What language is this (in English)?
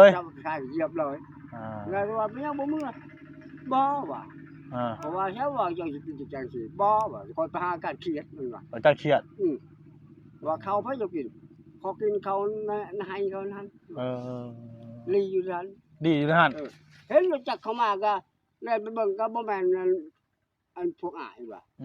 Northeastern Thai